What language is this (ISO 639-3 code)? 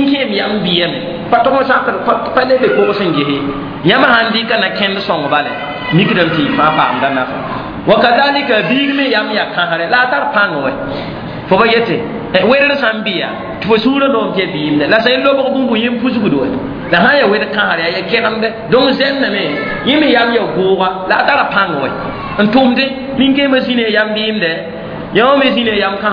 mos